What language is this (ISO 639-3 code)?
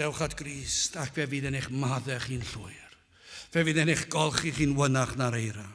cym